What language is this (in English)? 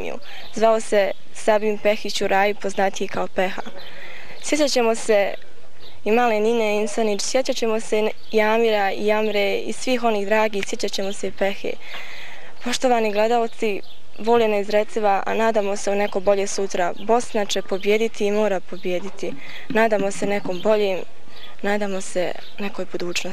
Bosnian